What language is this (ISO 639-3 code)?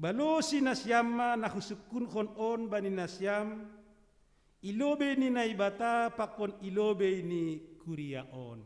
bts